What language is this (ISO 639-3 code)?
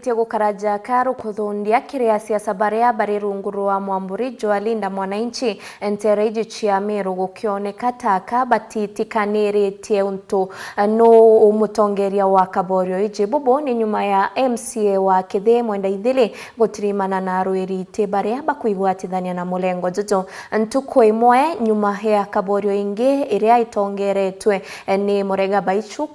mer